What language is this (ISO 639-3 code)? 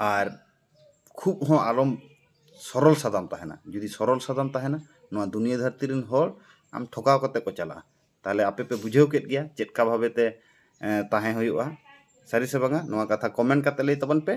sat